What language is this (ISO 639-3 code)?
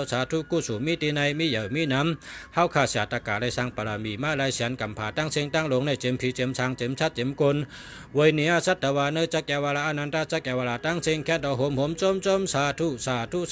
shn